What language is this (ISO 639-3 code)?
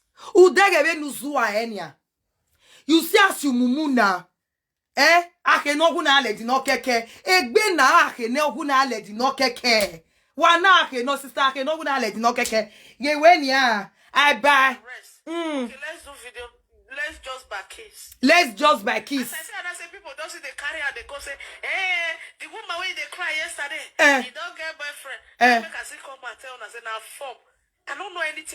pcm